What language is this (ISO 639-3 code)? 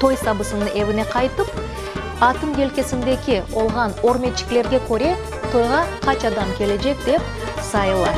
crh